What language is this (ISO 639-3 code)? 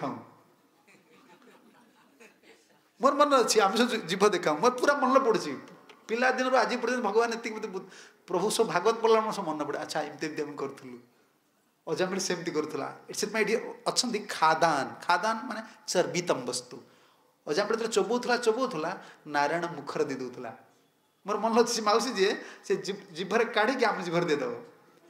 ori